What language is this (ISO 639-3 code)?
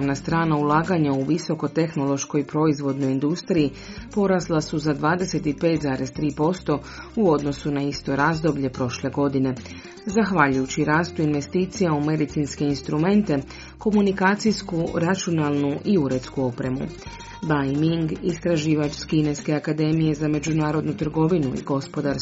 hrv